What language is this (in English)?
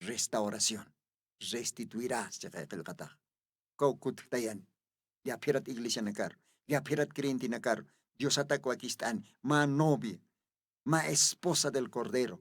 Aymara